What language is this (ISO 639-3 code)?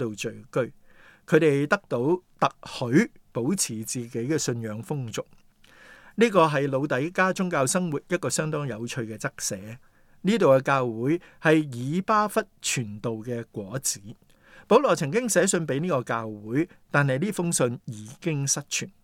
yue